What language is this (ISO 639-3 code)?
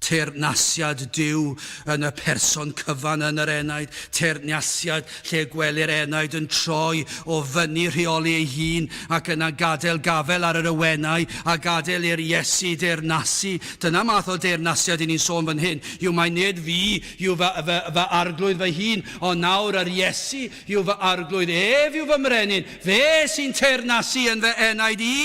cym